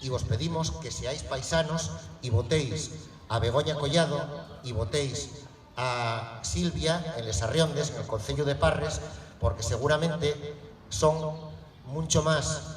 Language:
Asturian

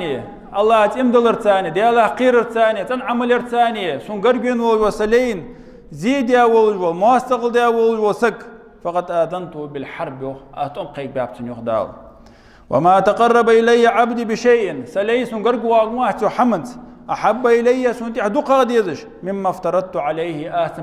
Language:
Ingush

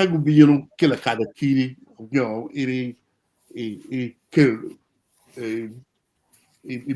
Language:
Acoli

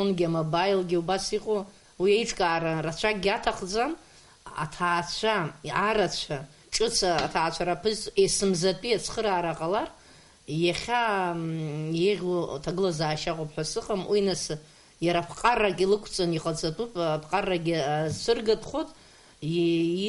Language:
Abkhazian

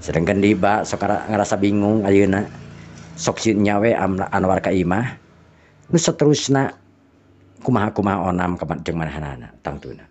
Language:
Sundanese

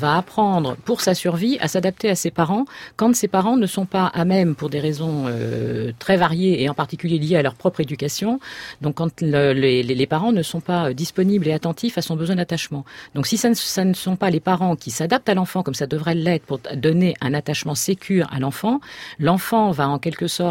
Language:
French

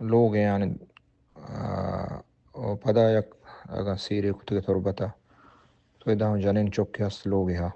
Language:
Baluchi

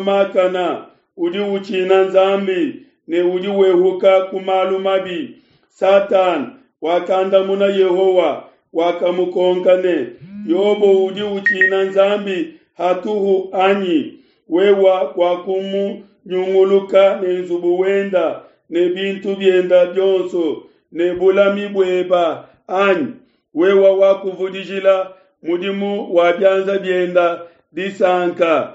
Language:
Luba-Lulua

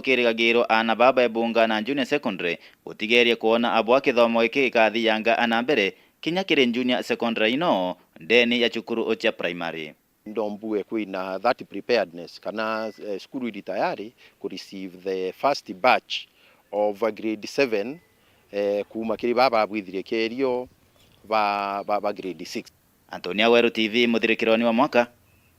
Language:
Meru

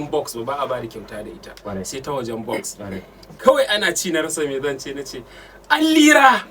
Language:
Hausa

